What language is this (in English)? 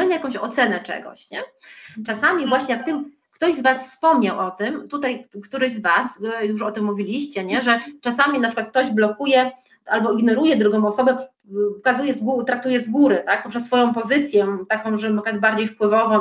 Polish